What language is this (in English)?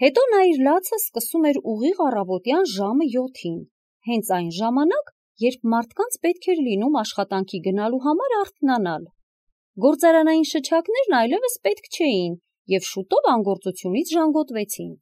Armenian